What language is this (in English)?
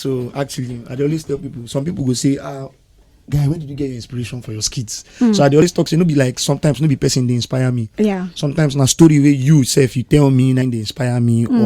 Nigerian Pidgin